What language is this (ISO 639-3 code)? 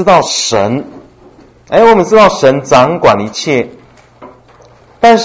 zho